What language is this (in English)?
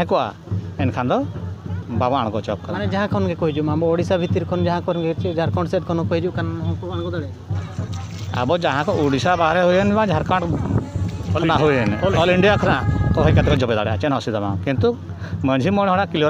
Santali